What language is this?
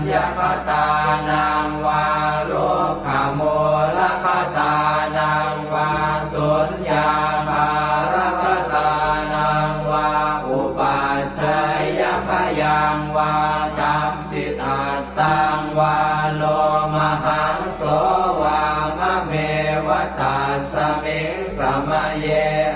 Pali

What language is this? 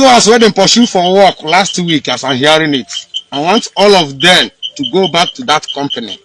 Igbo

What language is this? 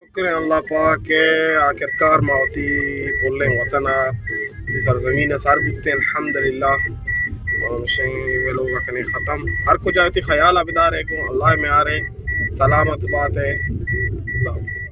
Baluchi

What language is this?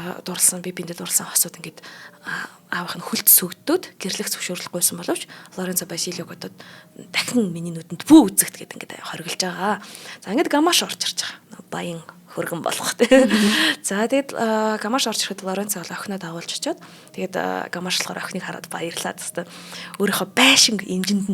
Mongolian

